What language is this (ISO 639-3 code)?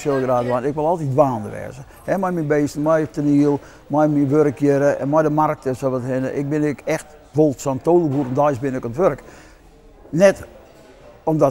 fry